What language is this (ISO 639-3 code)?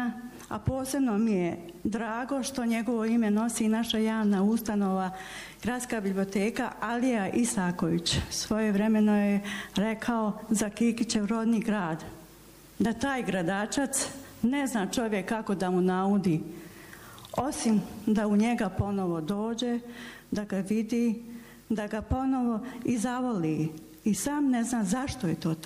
bos